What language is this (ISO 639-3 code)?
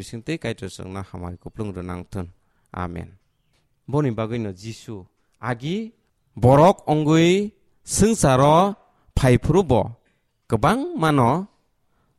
trp